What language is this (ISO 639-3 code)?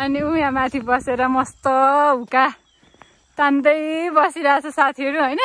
nep